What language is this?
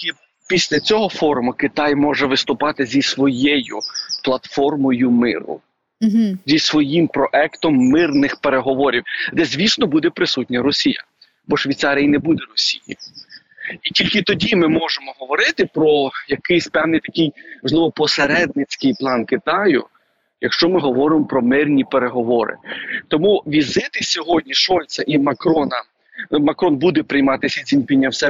Ukrainian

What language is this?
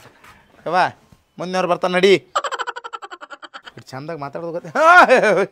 Kannada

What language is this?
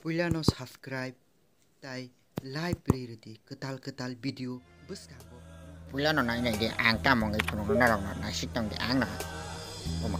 Kok Borok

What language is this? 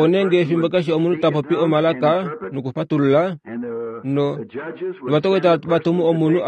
Kuanyama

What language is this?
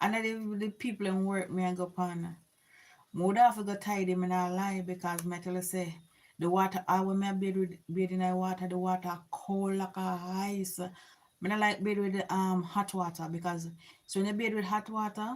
Jamaican Creole English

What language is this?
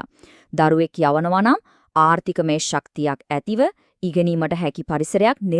Sinhala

